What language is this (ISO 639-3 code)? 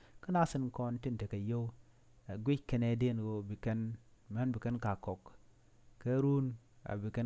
nus